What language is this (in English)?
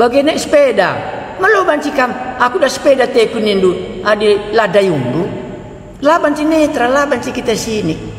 Batak Karo